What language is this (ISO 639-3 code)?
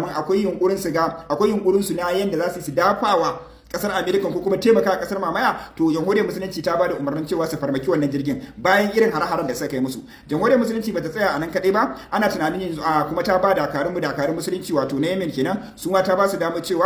hau